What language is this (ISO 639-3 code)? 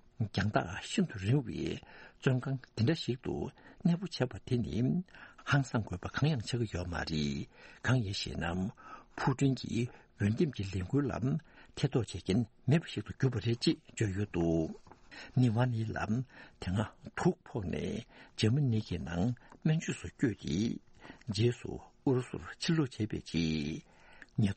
bod